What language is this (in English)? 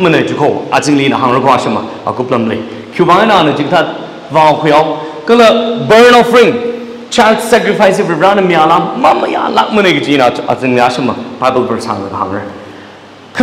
Tangkhul Naga (India)